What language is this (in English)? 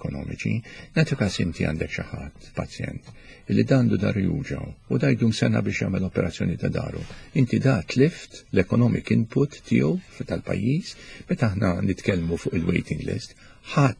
Maltese